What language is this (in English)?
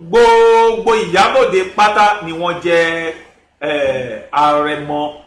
Yoruba